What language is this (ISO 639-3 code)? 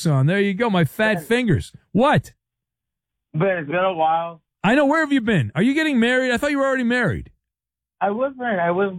eng